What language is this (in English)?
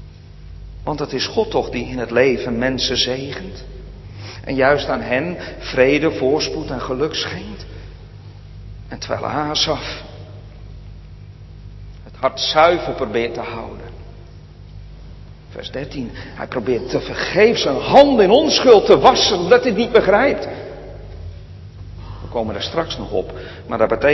Dutch